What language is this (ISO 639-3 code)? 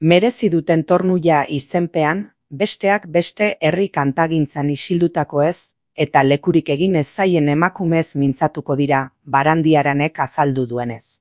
eus